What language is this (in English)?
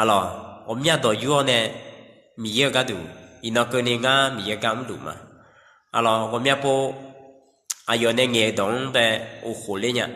Akha